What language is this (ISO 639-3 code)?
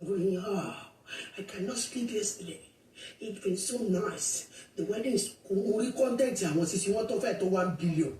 yor